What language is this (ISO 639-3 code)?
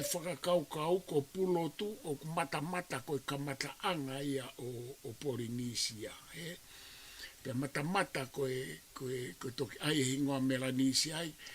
ton